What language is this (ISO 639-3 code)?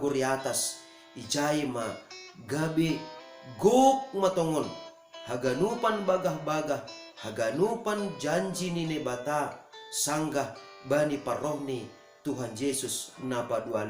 bts